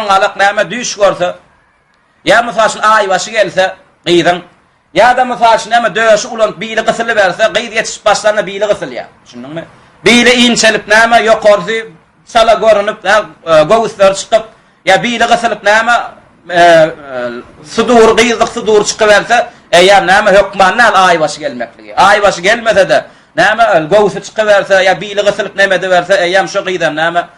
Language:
Turkmen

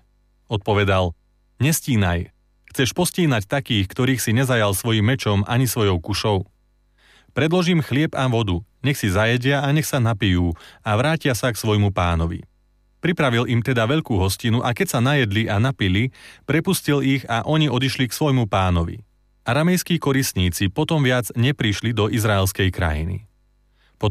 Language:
Slovak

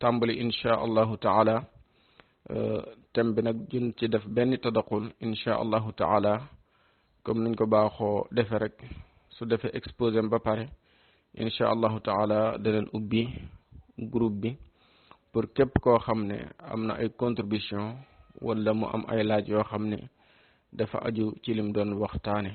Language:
Wolof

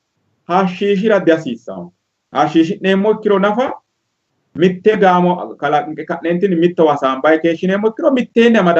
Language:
Sidamo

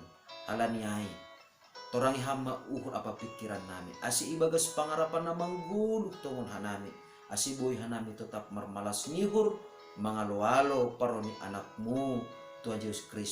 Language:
Batak Simalungun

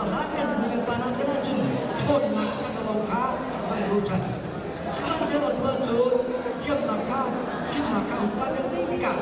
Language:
Hakha Chin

